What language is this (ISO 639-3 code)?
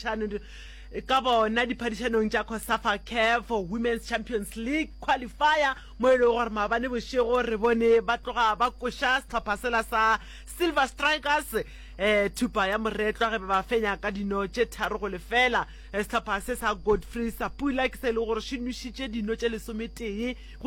nso